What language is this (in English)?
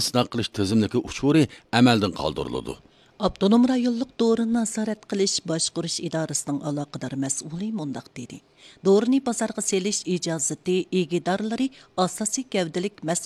Uyghur